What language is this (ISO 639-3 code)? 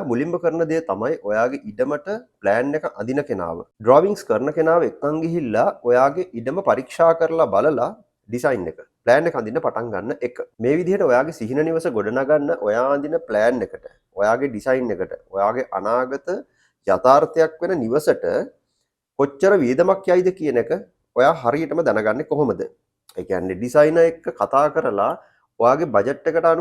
sin